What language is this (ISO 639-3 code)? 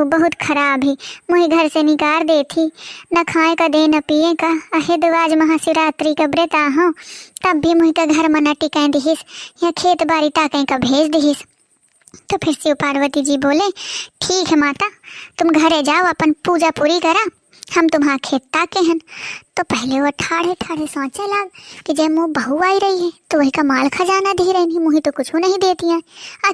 awa